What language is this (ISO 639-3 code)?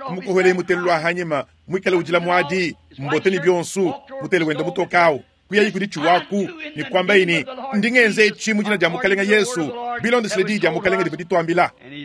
lua